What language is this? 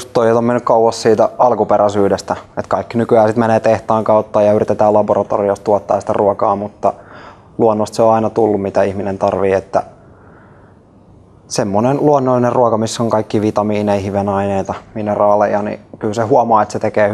Finnish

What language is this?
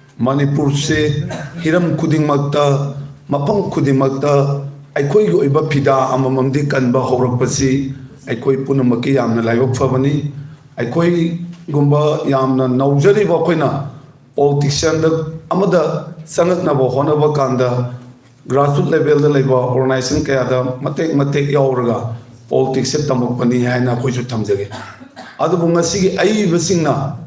Manipuri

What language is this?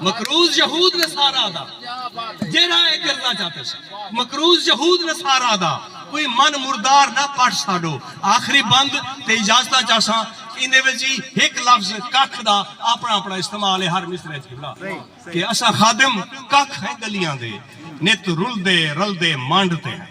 Saraiki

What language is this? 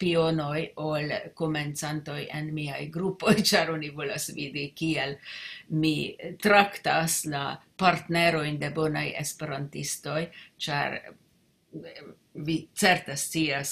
Esperanto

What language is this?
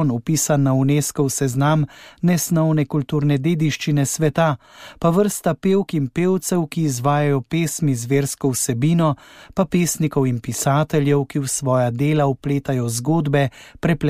Slovenian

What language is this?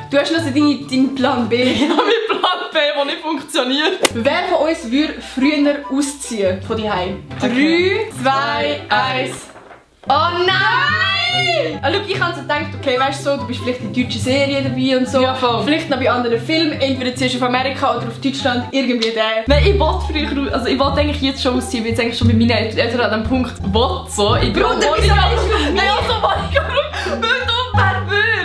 Swiss German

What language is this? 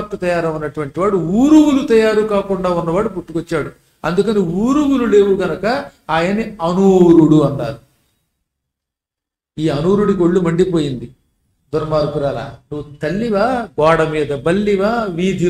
Telugu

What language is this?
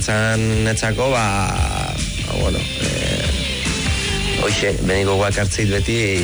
Basque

